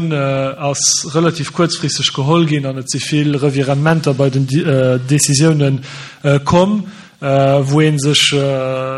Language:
Luxembourgish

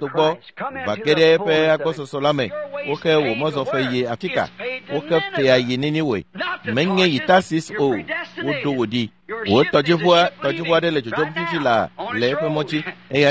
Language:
Ewe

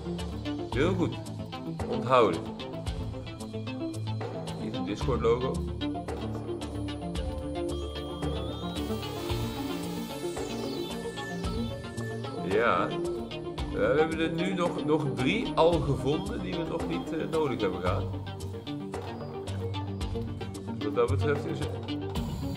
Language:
Dutch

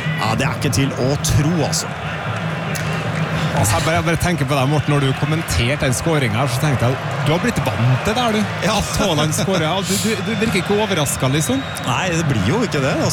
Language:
Norwegian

